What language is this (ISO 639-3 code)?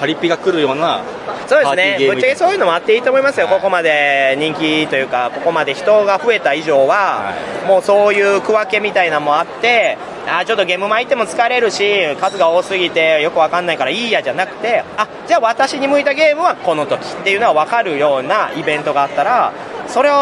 jpn